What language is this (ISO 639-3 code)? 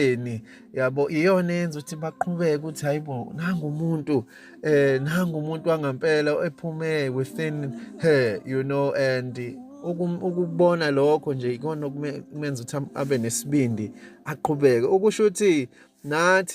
zul